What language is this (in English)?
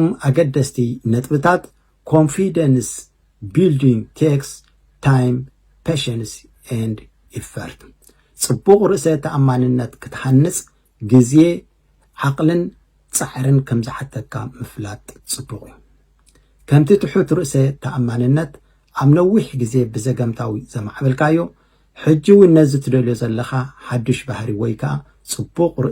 Tigrinya